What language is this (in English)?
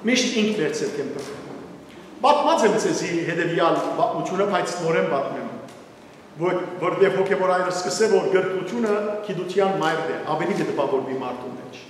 Western Armenian